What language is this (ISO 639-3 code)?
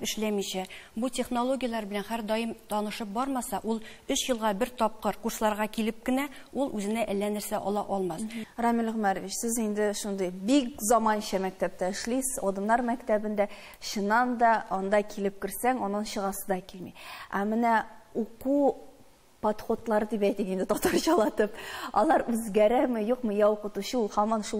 tat